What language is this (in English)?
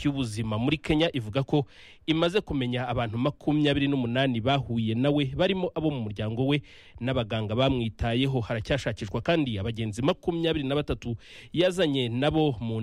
Kinyarwanda